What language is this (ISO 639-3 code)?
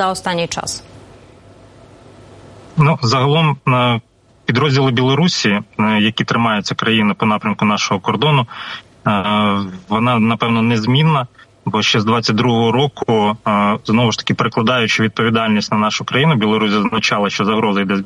ukr